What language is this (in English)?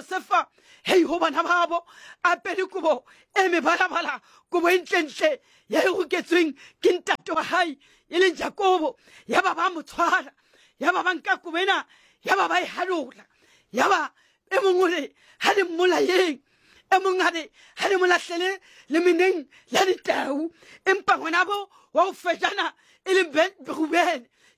Southern Sotho